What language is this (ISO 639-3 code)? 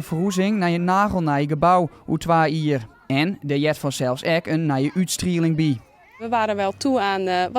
fry